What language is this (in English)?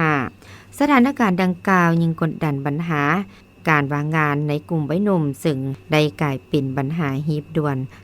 Lao